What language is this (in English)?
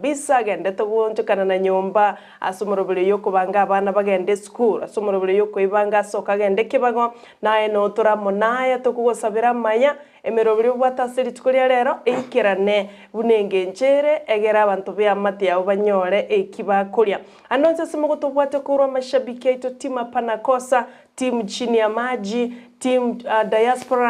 Gusii